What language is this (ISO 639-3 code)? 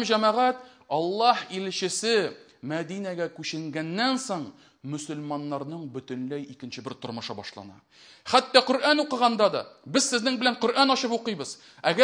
tat